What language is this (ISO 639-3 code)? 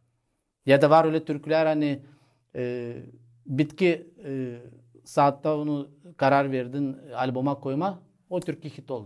gag